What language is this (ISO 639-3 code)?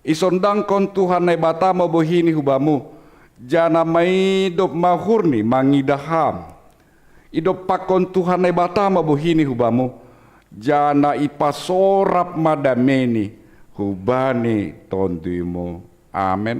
bts